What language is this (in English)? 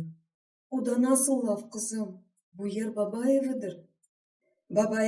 Crimean Tatar